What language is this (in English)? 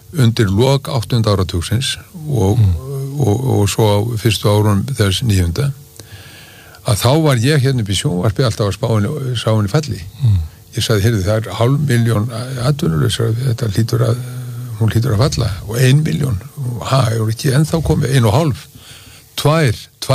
Icelandic